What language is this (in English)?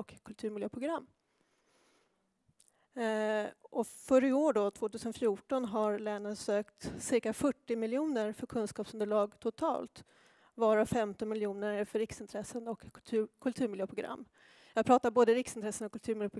Swedish